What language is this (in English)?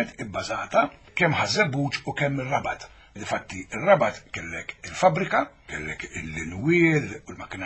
Maltese